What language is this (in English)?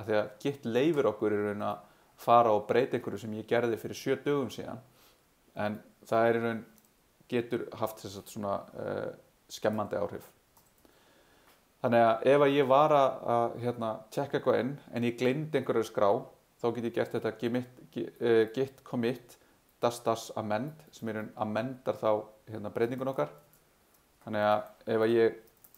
Icelandic